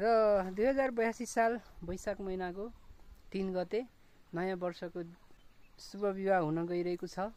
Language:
Nepali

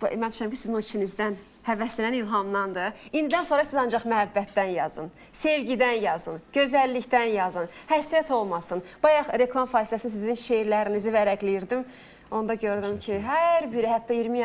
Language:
Azerbaijani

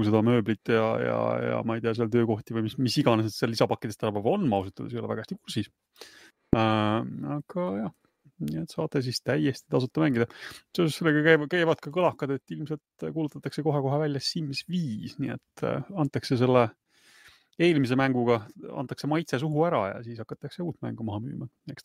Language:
Estonian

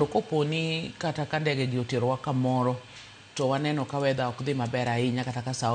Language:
Luo (Kenya and Tanzania)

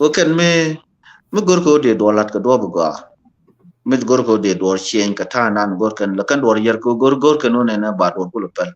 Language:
Nuer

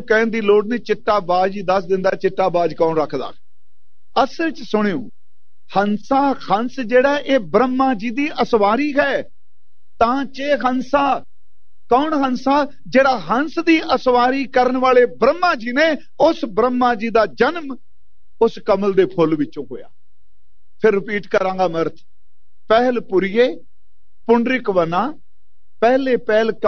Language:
Punjabi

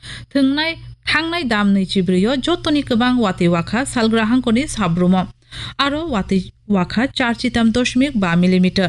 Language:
Kok Borok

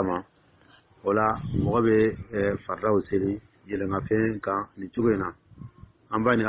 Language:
Dyula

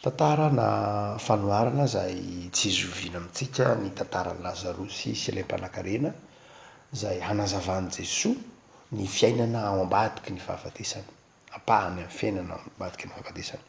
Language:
Malagasy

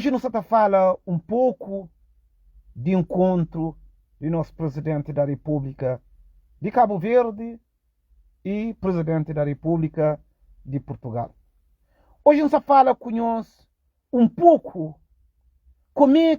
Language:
Kabuverdianu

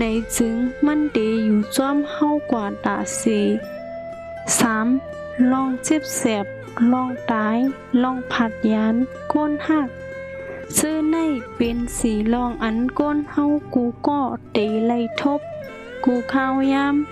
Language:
Shan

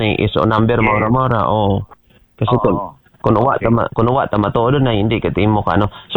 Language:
Aklanon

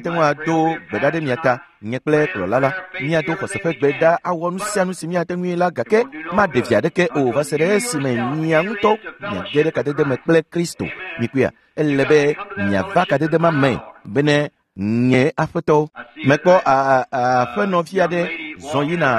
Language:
Ewe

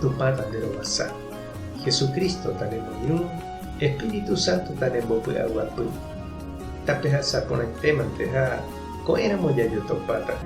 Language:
Guarani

